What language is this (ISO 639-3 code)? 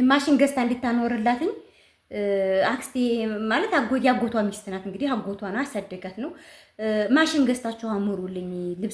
amh